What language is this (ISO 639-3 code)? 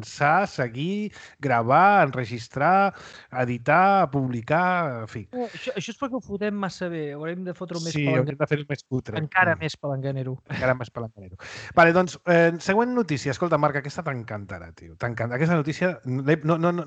cat